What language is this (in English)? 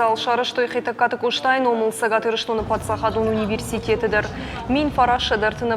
Ossetic